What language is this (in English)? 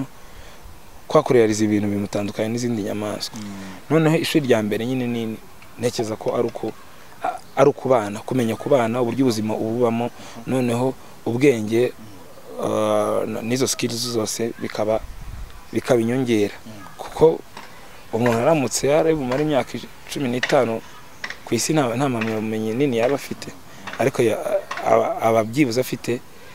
Kinyarwanda